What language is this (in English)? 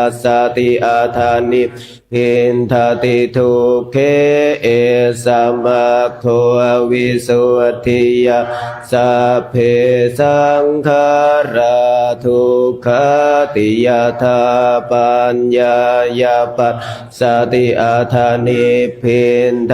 Pali